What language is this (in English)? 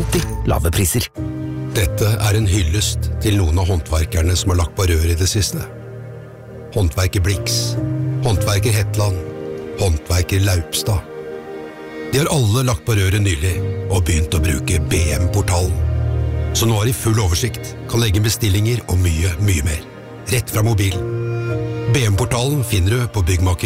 Norwegian